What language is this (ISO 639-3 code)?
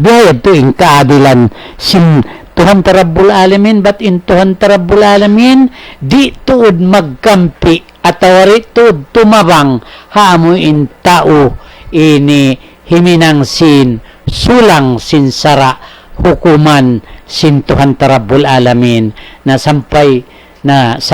tsg